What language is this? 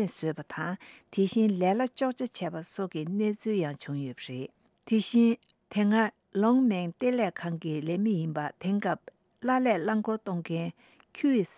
Tibetan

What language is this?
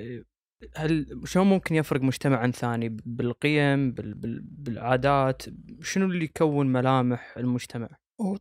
Gulf Arabic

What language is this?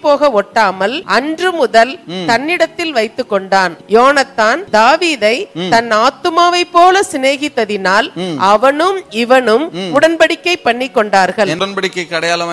Tamil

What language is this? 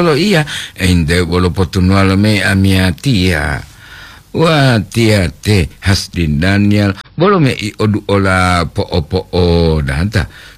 Gorontalo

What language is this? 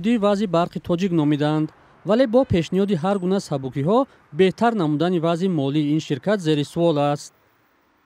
Tajik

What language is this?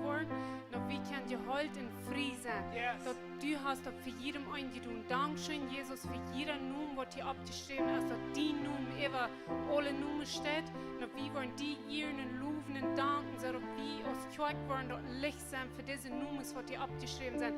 Plautdietsch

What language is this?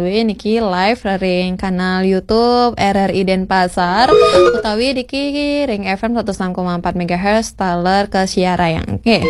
Balinese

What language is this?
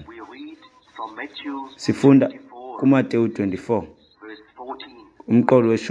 Xhosa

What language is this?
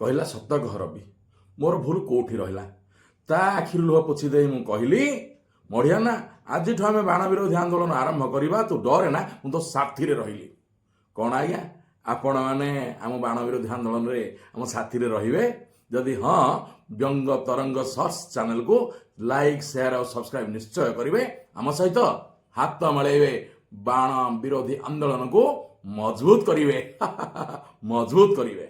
Odia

